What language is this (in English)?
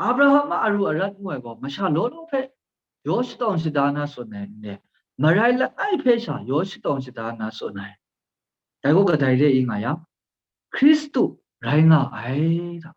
Kachin